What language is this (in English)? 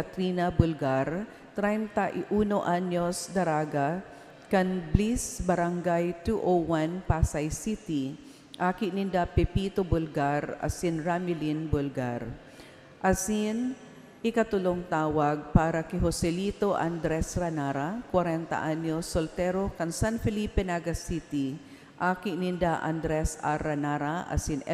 Bikol